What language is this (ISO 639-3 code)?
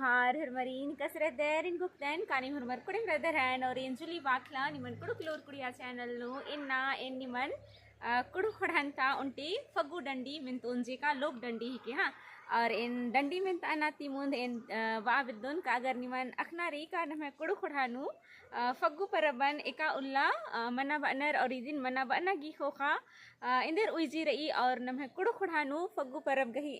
kru